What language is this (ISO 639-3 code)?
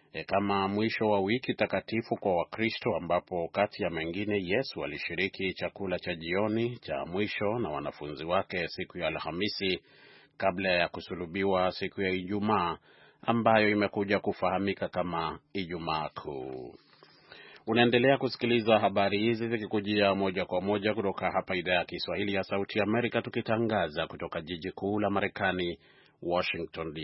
swa